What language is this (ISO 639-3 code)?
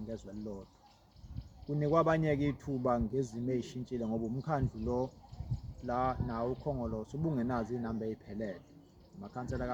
zul